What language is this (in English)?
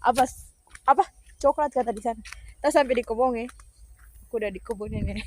Manado Malay